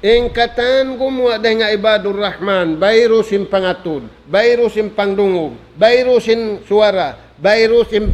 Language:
Tausug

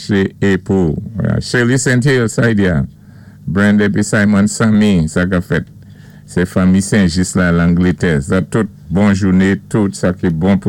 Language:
Saint Lucian Creole French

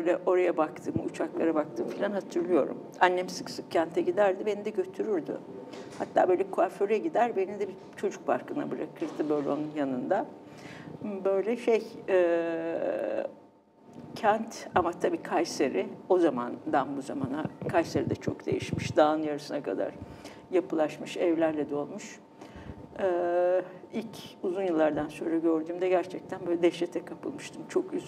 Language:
Turkish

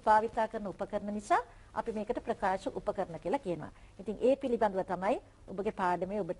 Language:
Sinhala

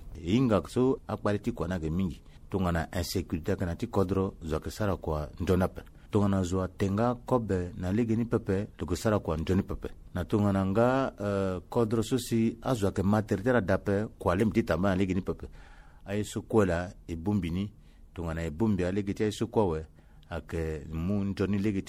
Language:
Sango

